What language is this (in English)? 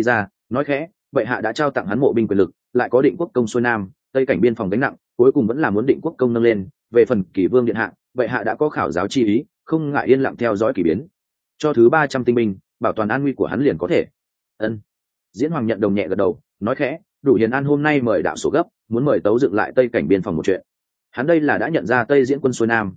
Vietnamese